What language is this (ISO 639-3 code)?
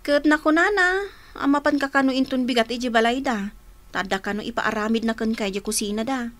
ilo